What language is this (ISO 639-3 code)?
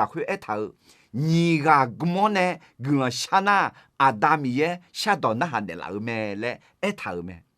ahk